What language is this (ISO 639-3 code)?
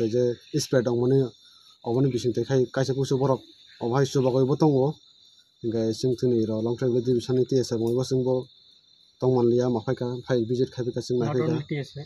ria